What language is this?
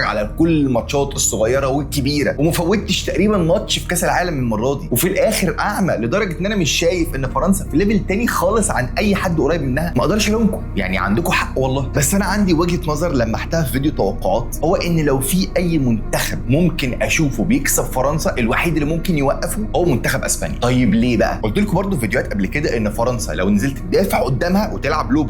Egyptian Arabic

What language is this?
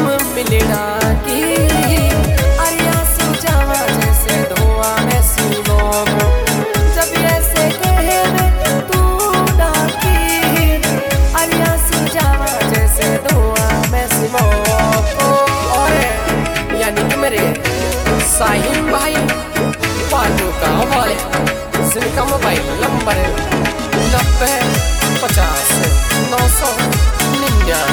Bhojpuri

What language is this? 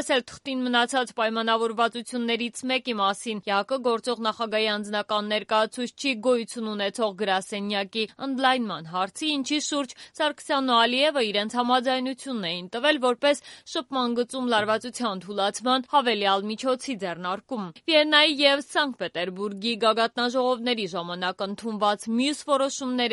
Armenian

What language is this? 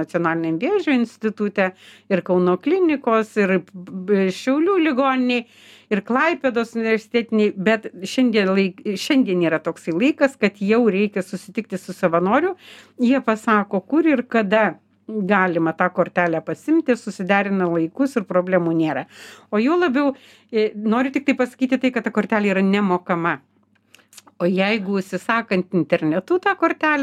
Lithuanian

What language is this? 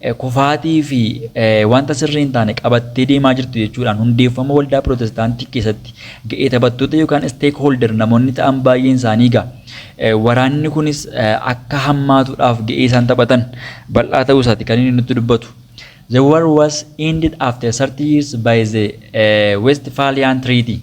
Oromo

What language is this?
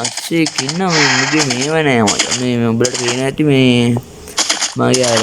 Sinhala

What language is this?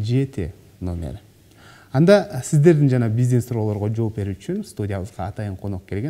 Kyrgyz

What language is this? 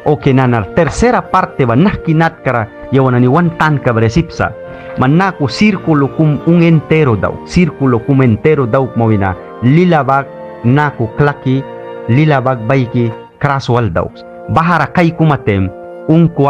Mískito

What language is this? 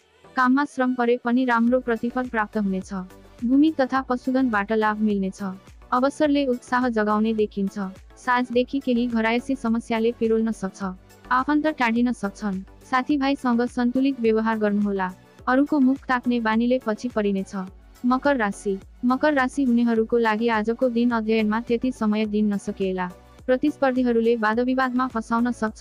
Nepali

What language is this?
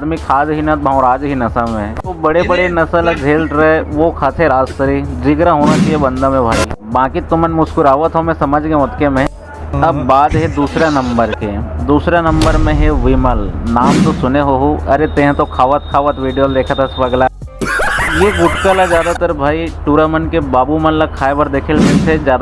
Chhattisgarhi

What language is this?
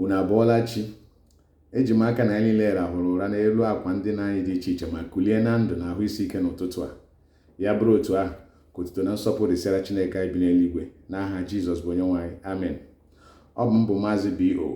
Igbo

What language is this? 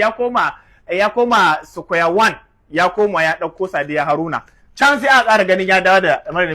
Hausa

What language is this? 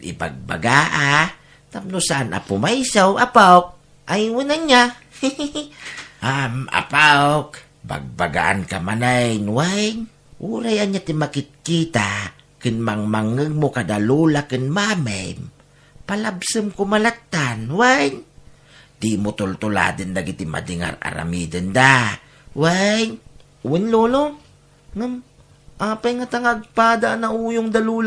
Iloko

